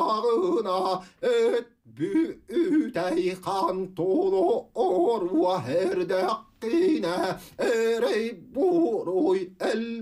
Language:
Yakut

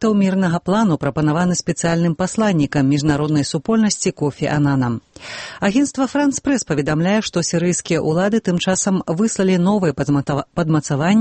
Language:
Belarusian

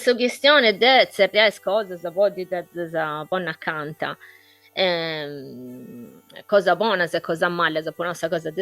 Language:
Sardinian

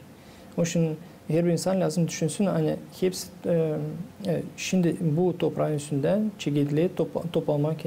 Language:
Gagauz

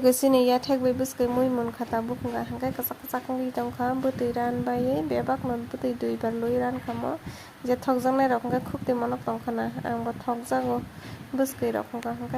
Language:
Kok Borok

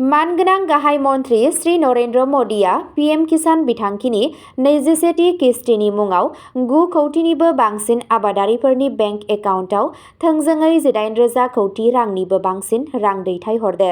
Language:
Bodo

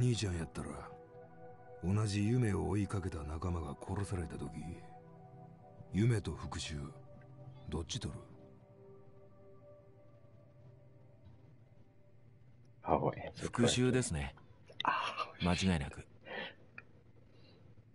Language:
Japanese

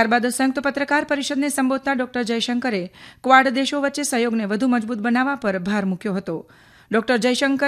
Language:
Gujarati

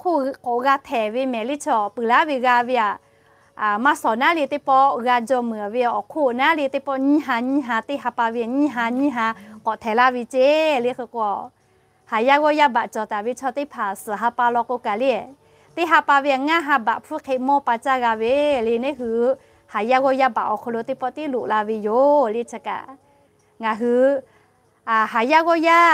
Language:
Lahu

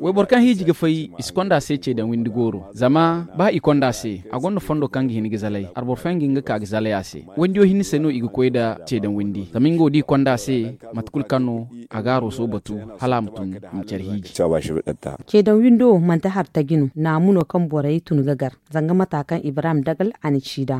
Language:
Zarma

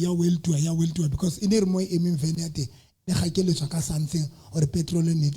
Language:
Southern Sotho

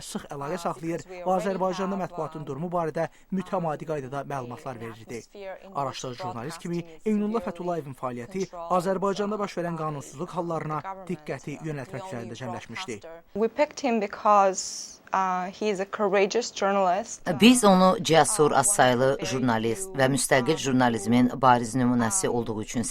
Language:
Azerbaijani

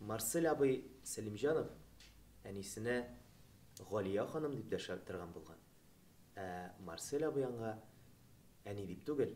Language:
Tatar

